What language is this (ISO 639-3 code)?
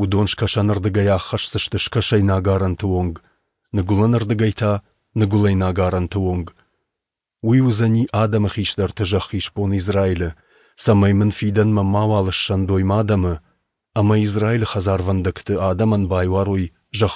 oss